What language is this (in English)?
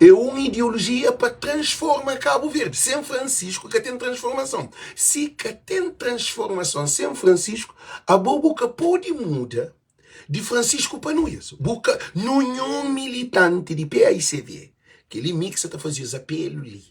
Kabuverdianu